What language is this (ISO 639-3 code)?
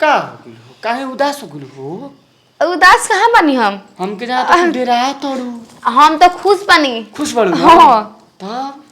bho